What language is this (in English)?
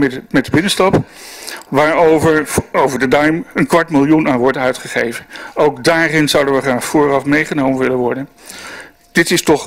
Dutch